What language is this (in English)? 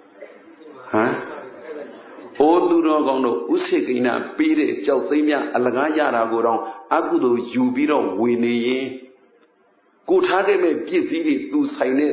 Burmese